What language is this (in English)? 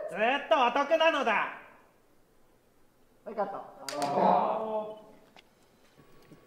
Japanese